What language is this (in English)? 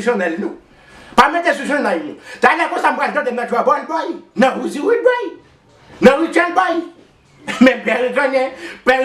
Haitian Creole